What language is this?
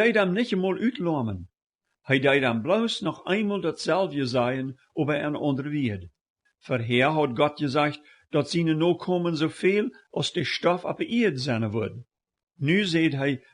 Plautdietsch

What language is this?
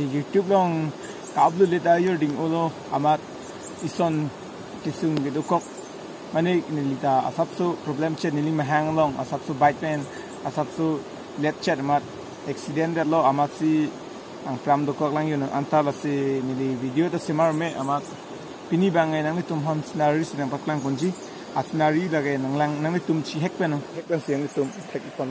Karbi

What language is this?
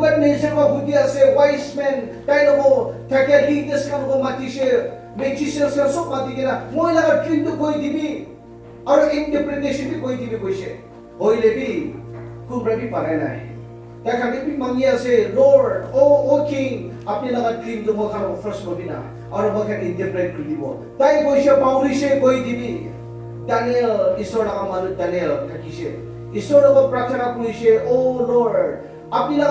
Naga Pidgin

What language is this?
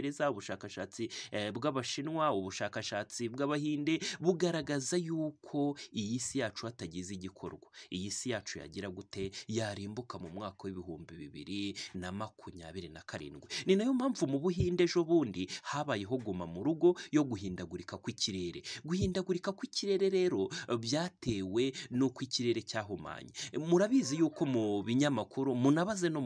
Kinyarwanda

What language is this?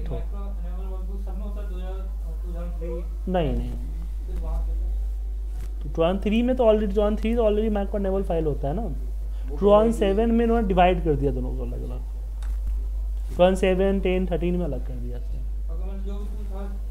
Hindi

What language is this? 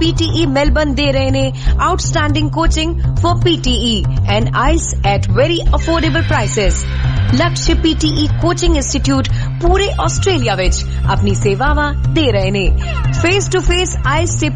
Punjabi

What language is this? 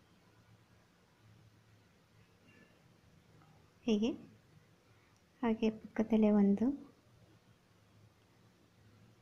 Kannada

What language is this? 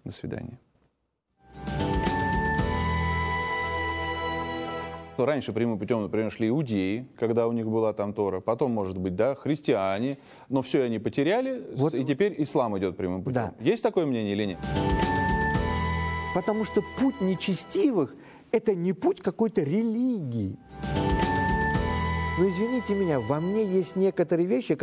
Russian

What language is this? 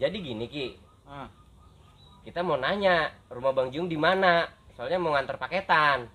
Betawi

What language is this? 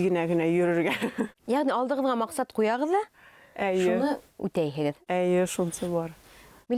Bashkir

